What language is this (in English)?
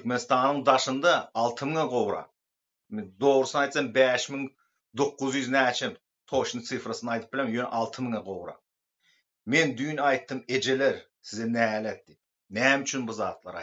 Turkmen